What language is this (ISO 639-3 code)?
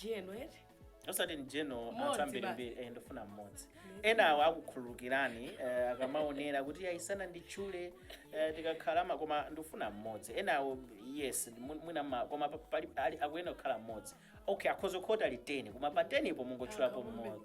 nya